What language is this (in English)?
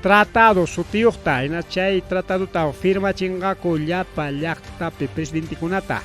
Ayacucho Quechua